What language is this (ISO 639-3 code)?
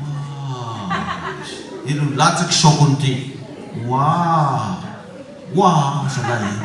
mlg